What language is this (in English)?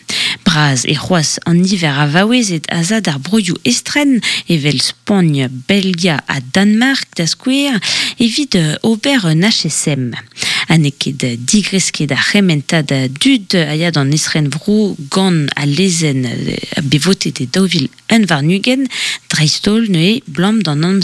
Breton